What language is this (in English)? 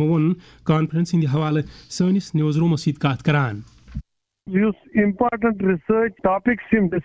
Kashmiri